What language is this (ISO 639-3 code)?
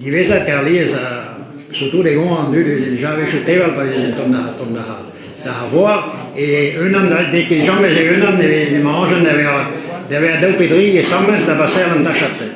bre